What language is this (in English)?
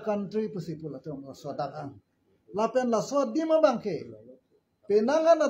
Karbi